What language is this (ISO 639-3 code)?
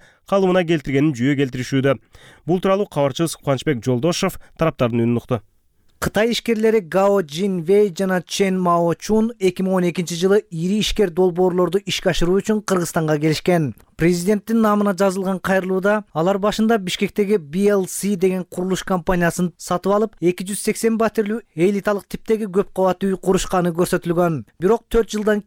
kir